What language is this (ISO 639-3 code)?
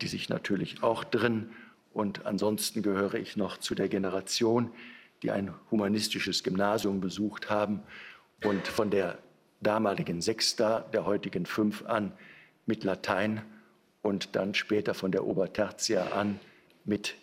deu